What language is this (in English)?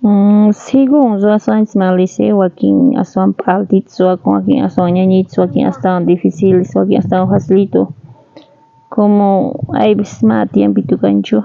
South Bolivian Quechua